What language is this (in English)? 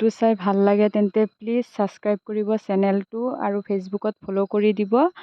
Assamese